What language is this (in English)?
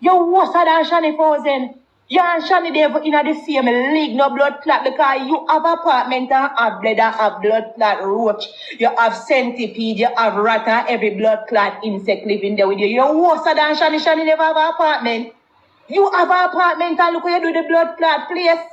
Jamaican Creole English